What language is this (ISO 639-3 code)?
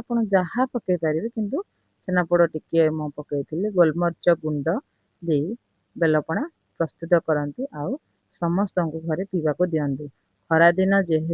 ori